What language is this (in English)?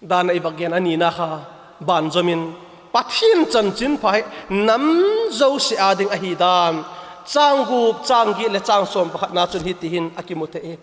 Vaiphei